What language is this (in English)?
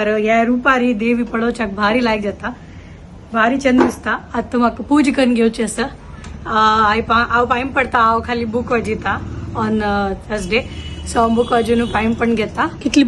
Konkani